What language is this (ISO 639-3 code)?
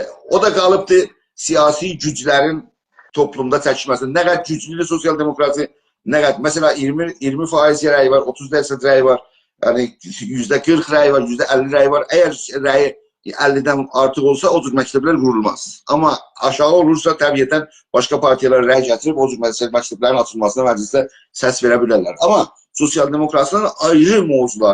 azb